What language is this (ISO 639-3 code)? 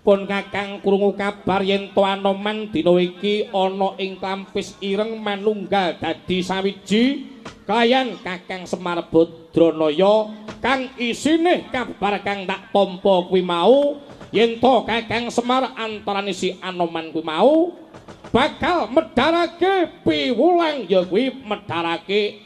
jav